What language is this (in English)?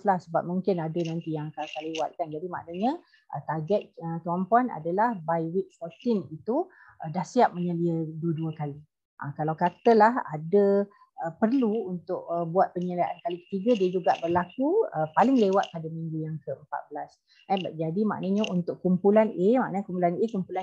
Malay